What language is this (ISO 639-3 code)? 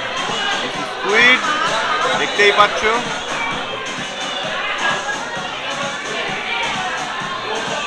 ben